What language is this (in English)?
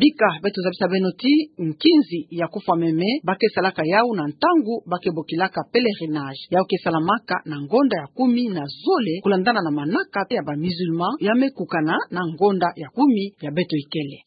Kituba (Democratic Republic of Congo)